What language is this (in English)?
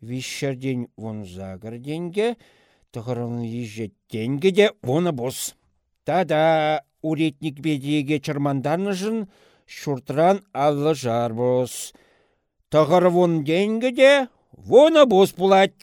Chuvash